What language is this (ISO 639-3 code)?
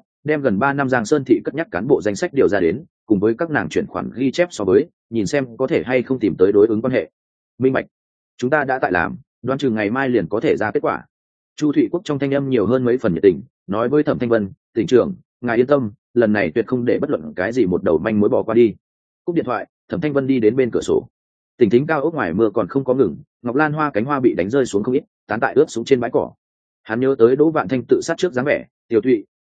vie